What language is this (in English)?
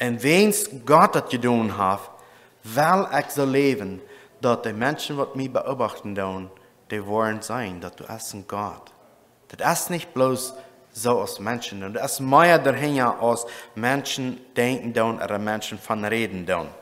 Plautdietsch